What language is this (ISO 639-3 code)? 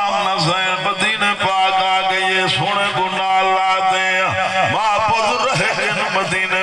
skr